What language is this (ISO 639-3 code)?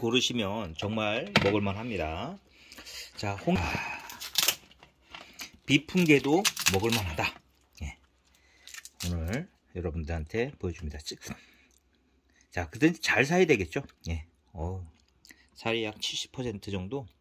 kor